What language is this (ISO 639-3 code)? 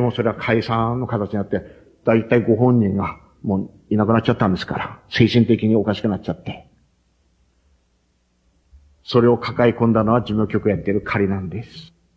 jpn